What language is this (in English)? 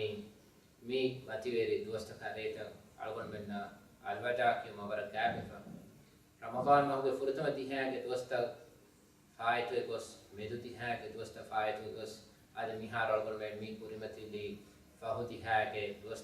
Divehi